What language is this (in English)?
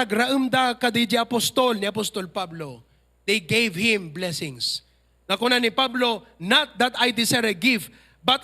Iloko